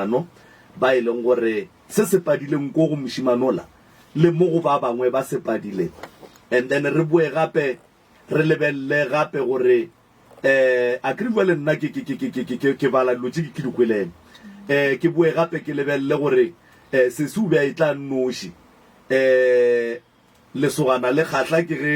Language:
Northern Sotho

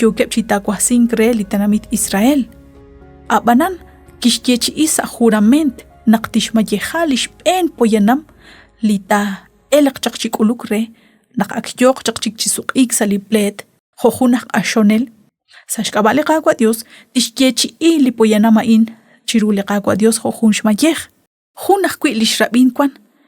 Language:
Kekchí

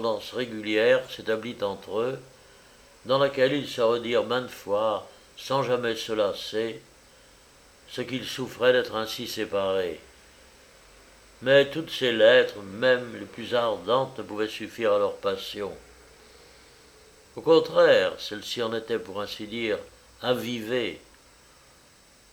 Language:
French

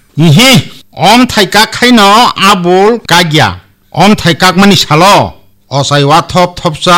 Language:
Kok Borok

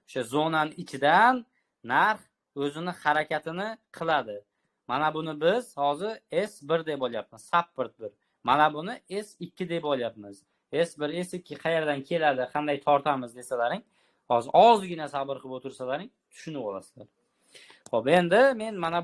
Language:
Uzbek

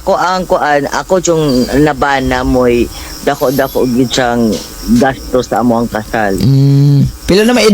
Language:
Cebuano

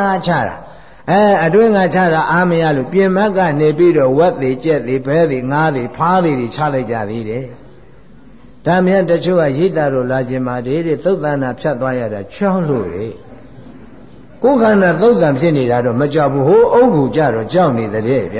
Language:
Burmese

